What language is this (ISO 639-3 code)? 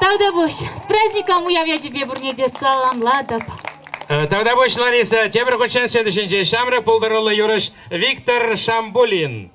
chv